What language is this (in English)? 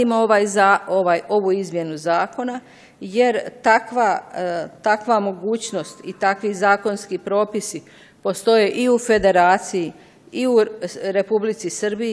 Bosnian